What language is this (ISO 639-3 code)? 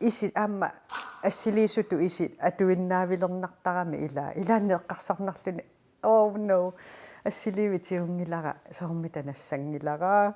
kal